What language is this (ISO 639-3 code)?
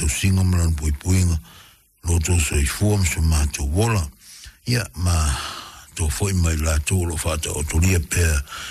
smo